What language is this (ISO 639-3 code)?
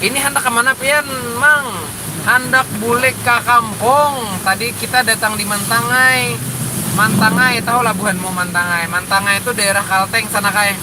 bjn